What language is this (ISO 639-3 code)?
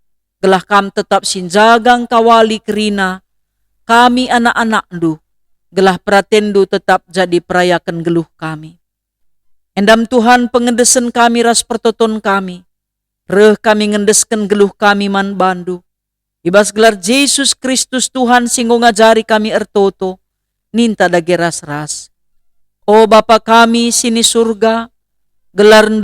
btx